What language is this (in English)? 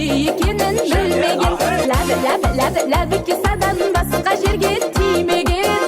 Kara-Kalpak